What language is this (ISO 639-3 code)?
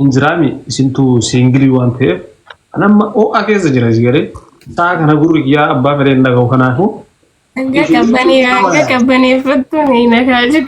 orm